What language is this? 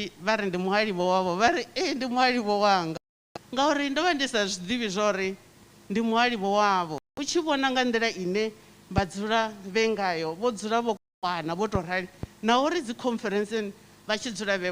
Venda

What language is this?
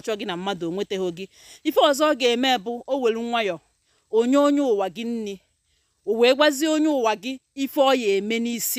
Igbo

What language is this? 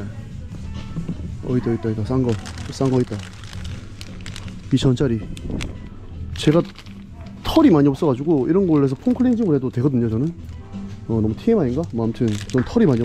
Korean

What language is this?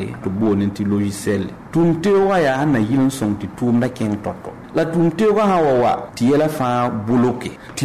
Mossi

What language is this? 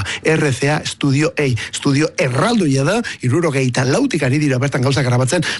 Basque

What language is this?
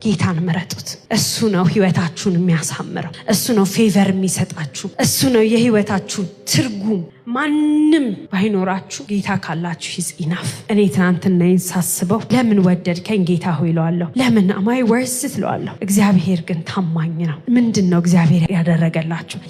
Amharic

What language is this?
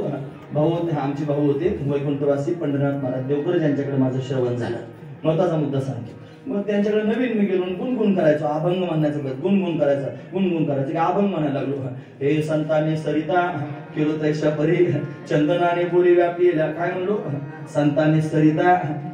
Marathi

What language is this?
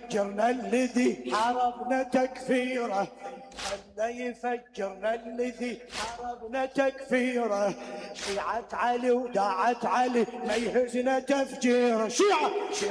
Mesopotamian Arabic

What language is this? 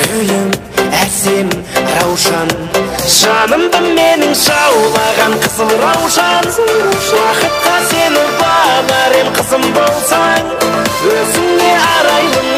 Kara-Kalpak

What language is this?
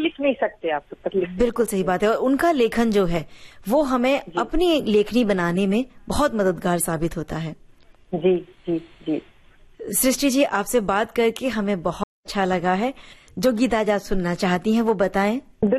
Hindi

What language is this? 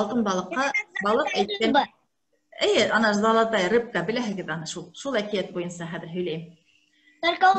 Bashkir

